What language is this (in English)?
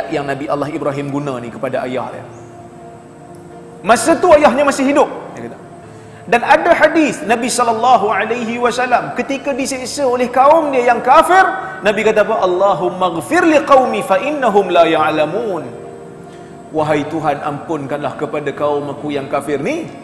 Malay